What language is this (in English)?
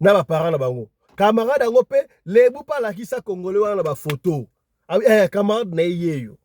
Lingala